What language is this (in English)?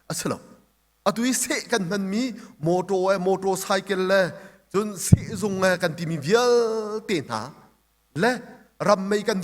Hakha Chin